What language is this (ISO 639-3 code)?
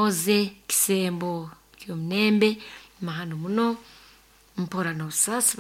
nyo